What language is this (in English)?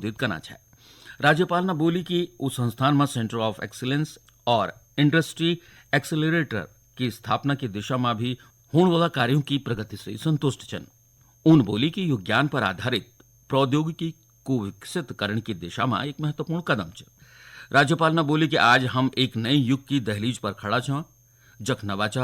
Garhwali